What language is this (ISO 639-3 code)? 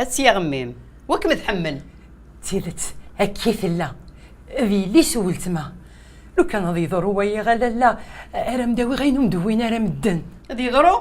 kab